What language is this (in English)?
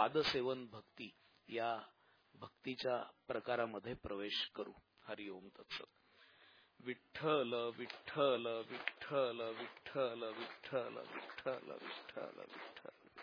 Marathi